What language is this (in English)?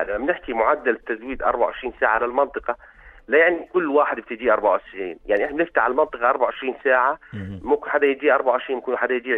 North Levantine Arabic